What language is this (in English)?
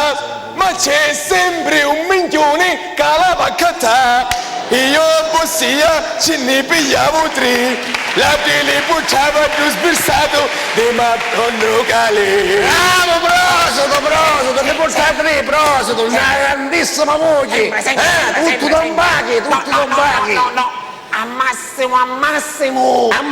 Sicilian